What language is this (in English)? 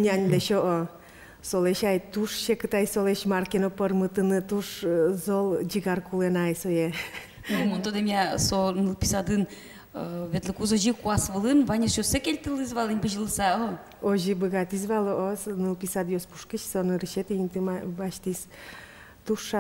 Udmurt